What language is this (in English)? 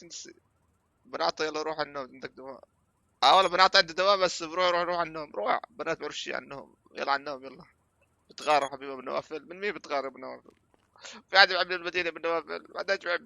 North Levantine Arabic